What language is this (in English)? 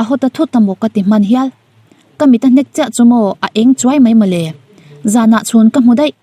Mizo